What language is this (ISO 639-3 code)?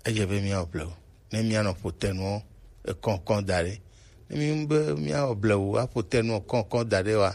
gej